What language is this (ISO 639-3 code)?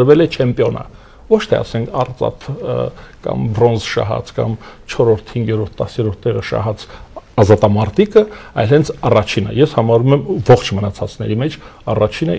hye